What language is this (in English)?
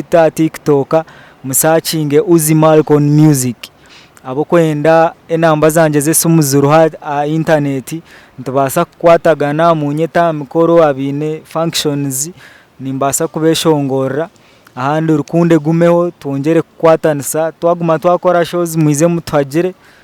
Nyankole